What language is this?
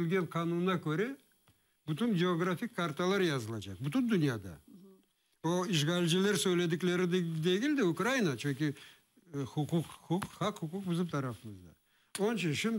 Crimean Tatar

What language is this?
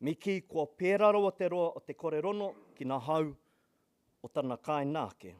Māori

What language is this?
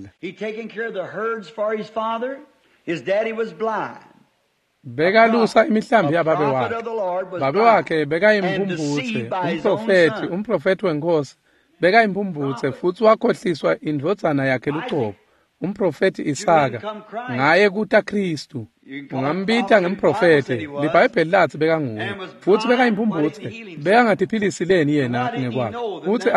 Swati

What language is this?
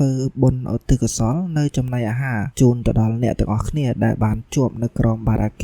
Khmer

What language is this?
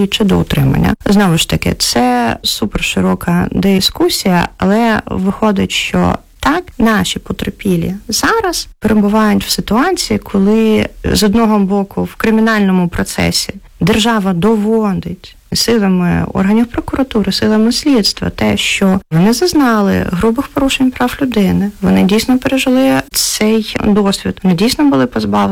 Ukrainian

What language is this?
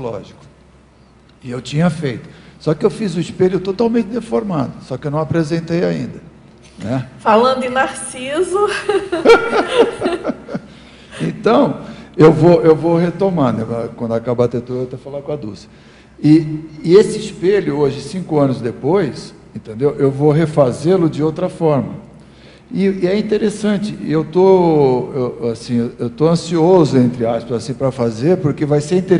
Portuguese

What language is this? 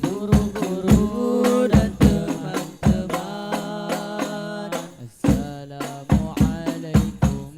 Musi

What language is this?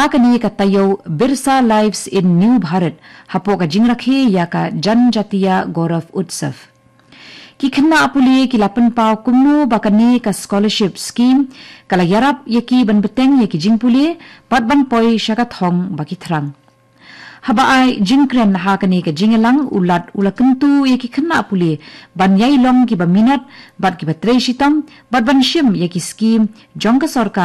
Khasi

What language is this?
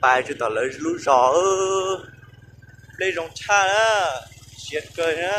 Hmong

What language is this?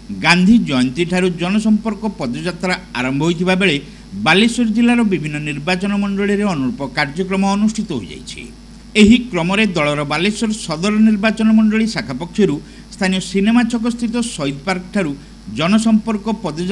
Odia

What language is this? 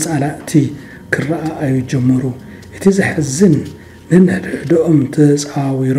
Tigrinya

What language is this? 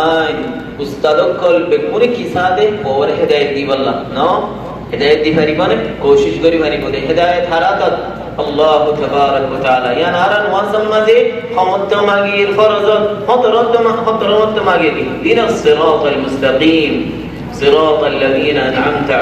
Rohingya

